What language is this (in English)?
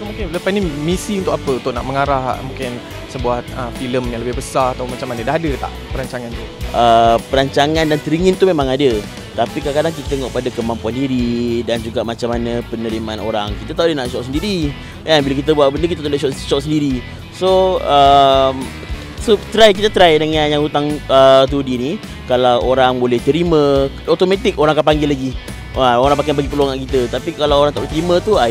Malay